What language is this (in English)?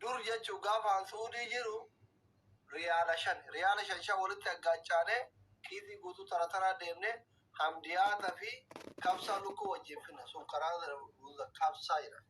Oromo